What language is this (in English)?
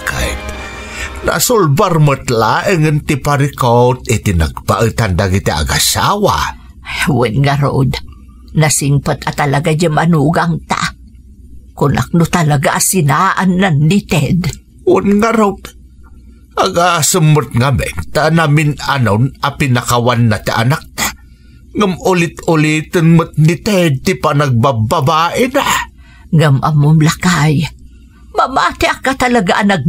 Iloko